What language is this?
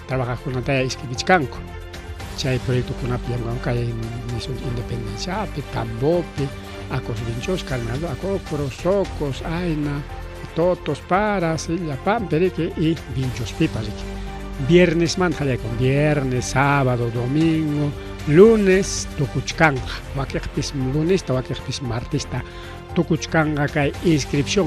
Ayacucho Quechua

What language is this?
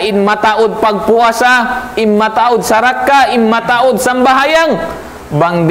Tausug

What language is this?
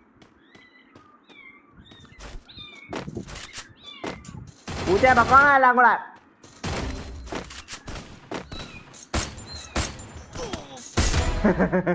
Malayalam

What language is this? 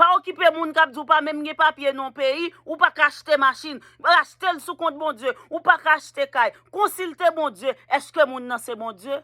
Haitian Creole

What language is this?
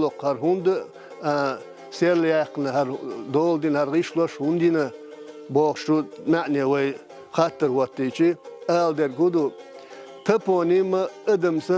Chechen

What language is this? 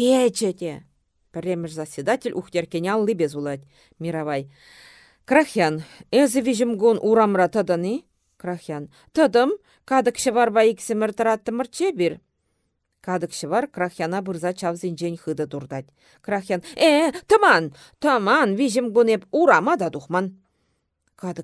Chuvash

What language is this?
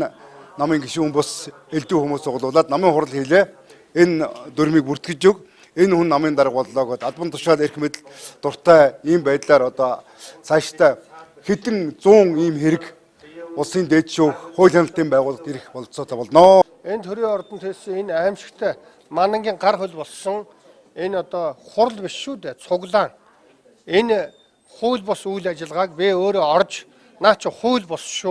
Mongolian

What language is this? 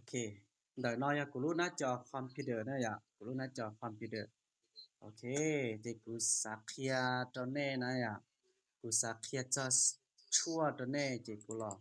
Hmong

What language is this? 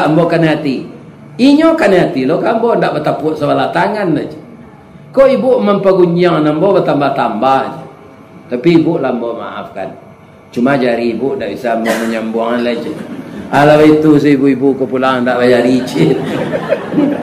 Minangkabau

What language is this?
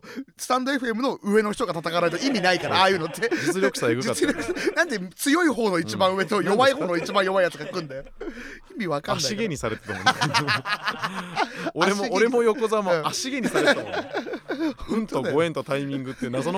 Japanese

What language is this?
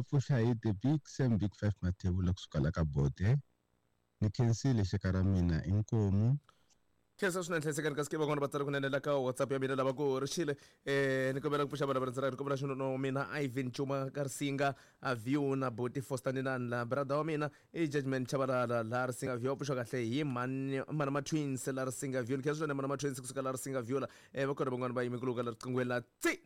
Tsonga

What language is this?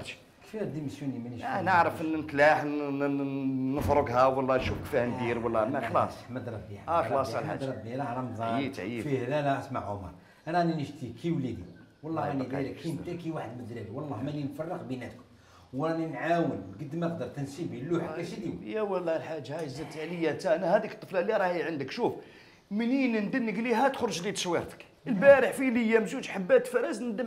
Algerian Arabic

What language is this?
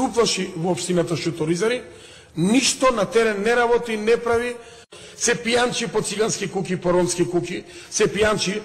Macedonian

